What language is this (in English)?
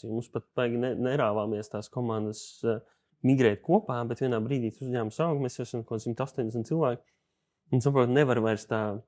Latvian